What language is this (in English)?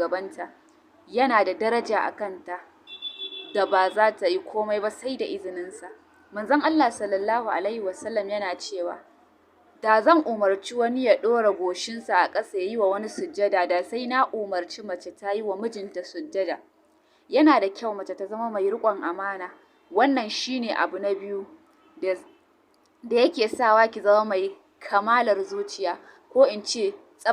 Hausa